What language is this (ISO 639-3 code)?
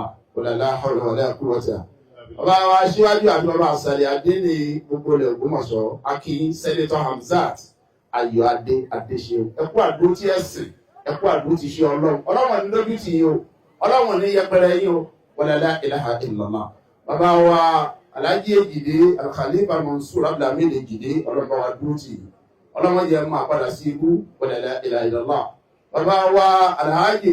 yor